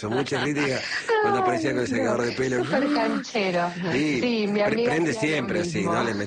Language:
Spanish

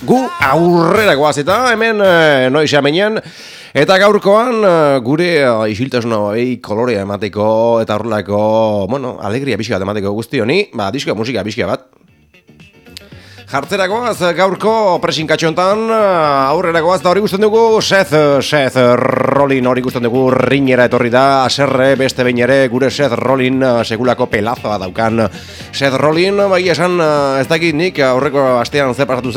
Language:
Basque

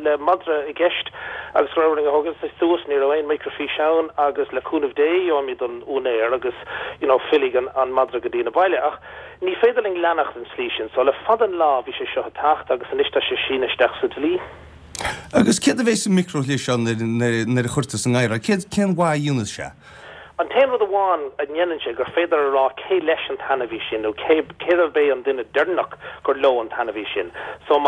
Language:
Irish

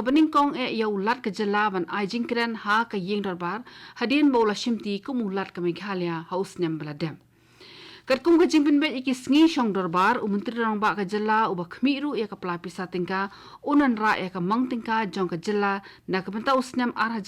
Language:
Khasi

